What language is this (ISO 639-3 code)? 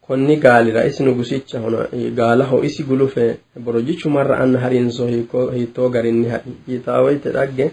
sid